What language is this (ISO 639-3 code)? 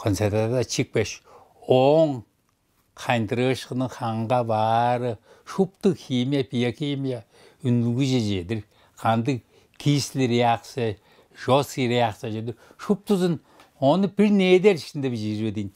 tyv